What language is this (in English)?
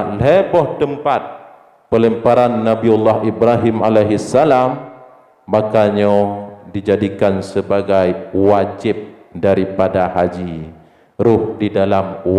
Achinese